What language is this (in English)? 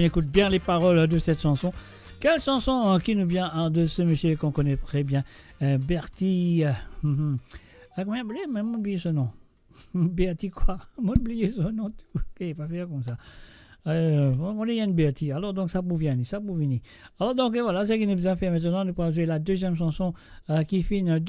Morisyen